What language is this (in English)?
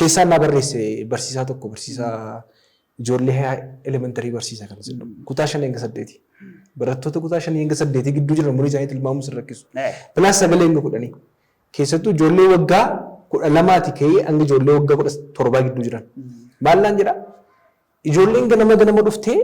Oromo